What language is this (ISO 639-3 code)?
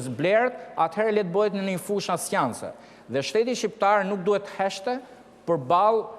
sqi